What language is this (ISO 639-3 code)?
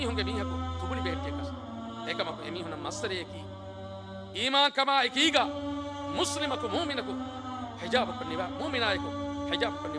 div